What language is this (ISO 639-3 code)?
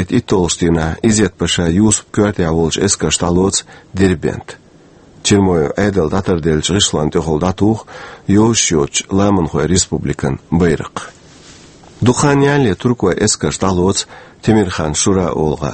che